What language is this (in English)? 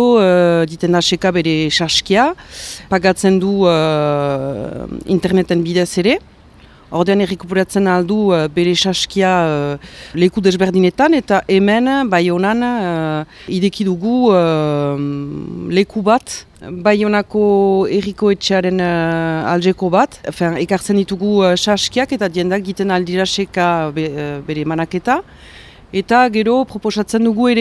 Basque